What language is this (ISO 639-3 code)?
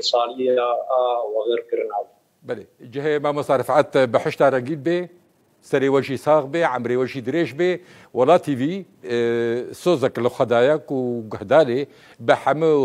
kur